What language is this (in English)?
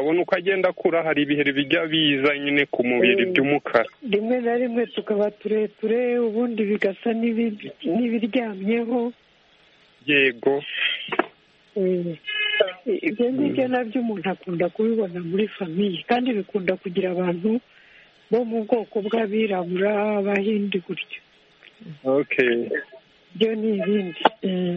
Kinyarwanda